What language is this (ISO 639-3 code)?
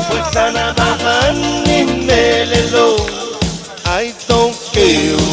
pon